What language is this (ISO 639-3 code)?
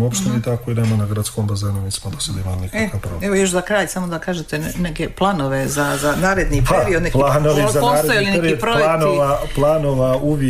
srp